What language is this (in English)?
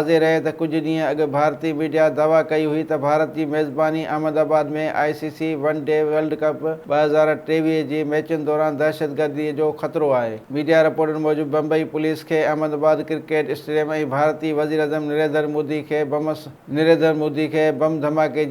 Sindhi